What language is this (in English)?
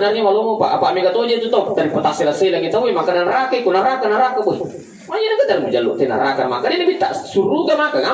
Buginese